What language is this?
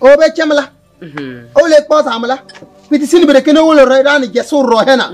Kabiyè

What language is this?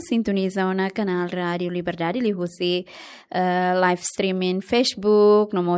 Tetum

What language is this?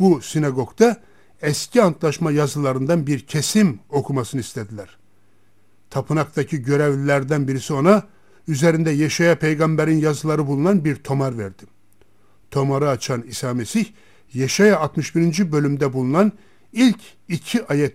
Turkish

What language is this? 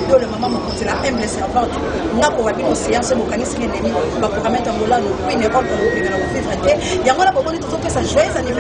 Lingala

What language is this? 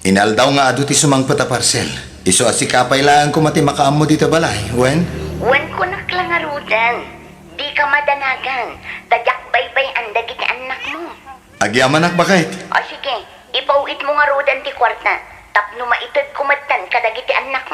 Iloko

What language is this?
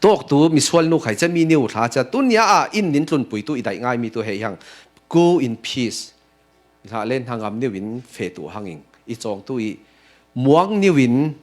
Falam Chin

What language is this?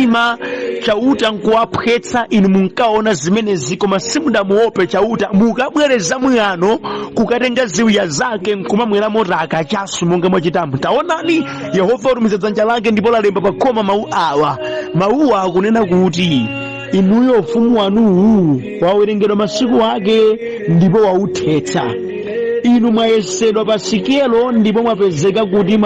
Nyanja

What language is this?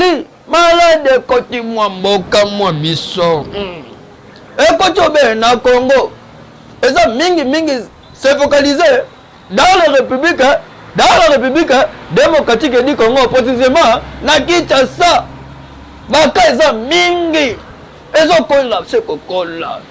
Lingala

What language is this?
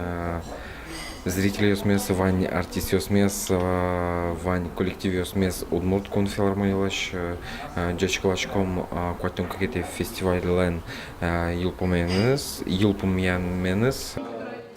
Udmurt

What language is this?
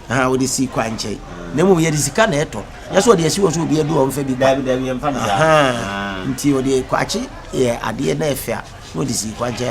Akan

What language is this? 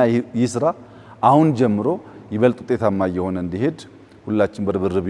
Amharic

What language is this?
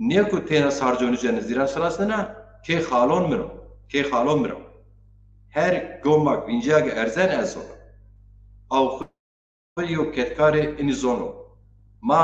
Zaza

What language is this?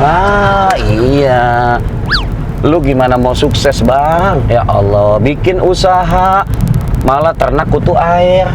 Betawi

